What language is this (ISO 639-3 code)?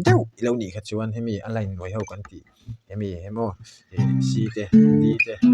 lus